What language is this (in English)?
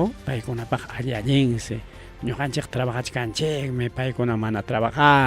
Ayacucho Quechua